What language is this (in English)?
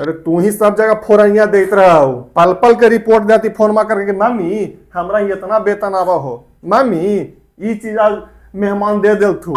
Magahi